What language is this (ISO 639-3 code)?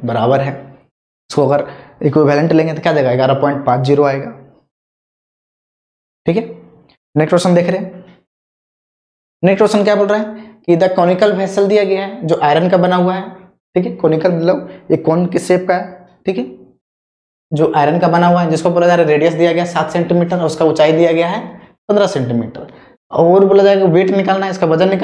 hin